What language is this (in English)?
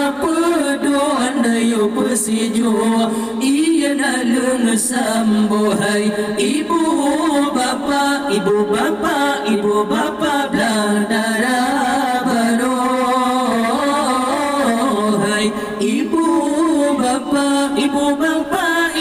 Malay